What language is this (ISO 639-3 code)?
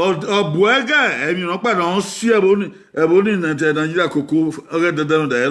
bin